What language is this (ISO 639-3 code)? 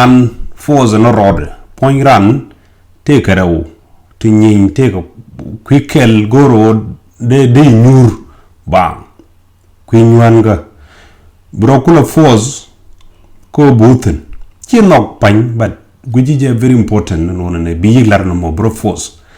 nus